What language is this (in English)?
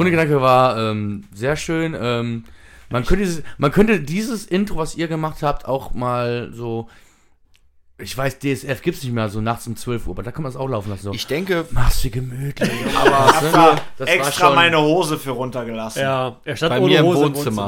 German